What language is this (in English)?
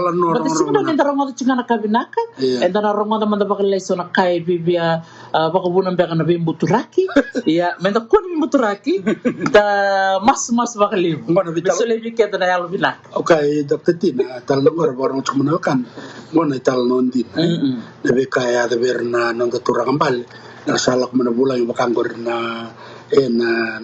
Fijian